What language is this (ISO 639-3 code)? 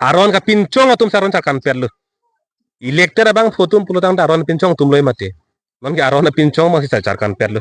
mjw